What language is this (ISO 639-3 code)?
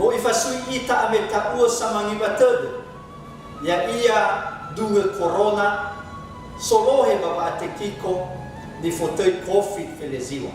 nia